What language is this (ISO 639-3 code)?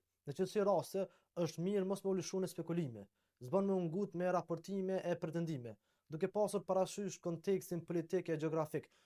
sqi